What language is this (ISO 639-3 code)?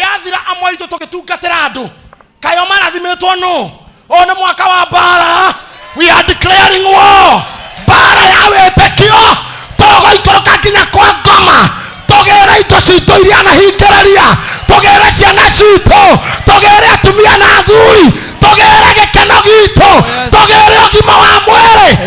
kik